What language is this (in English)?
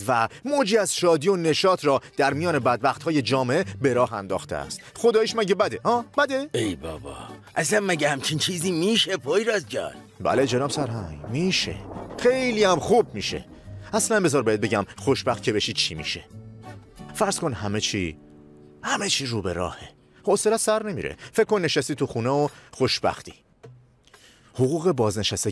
Persian